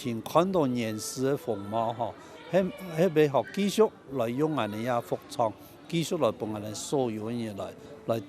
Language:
Hakka Chinese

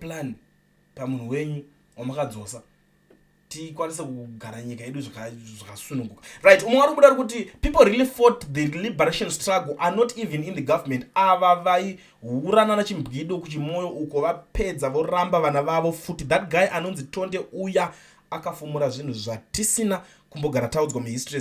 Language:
Shona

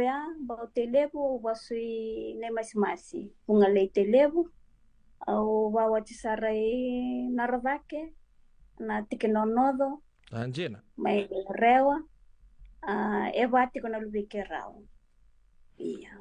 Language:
Fijian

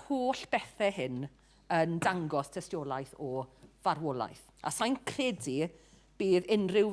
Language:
Welsh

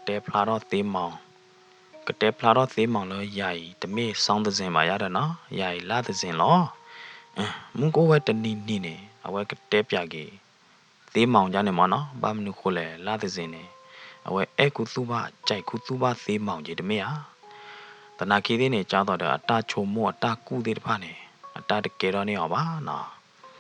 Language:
S'gaw Karen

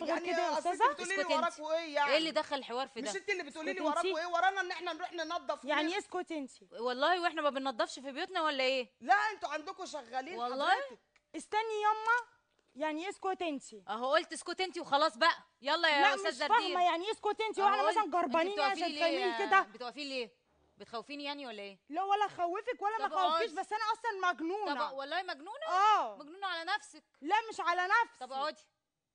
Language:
Egyptian Arabic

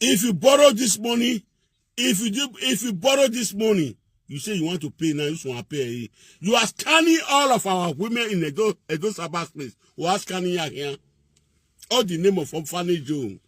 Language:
Nigerian Pidgin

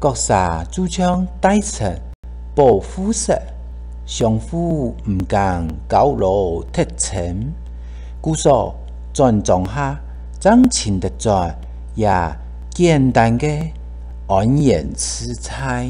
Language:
Hakka Chinese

